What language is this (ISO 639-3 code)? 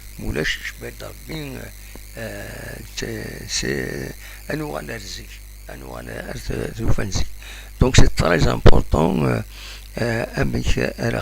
kab